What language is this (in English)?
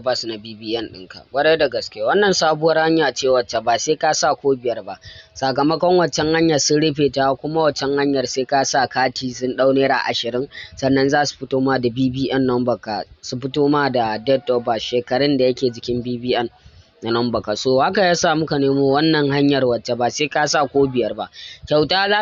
Hausa